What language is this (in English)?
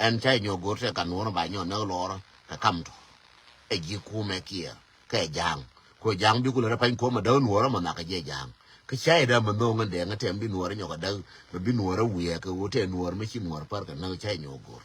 Nuer